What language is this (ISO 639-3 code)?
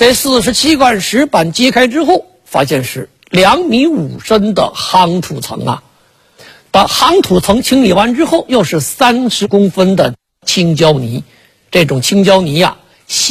zho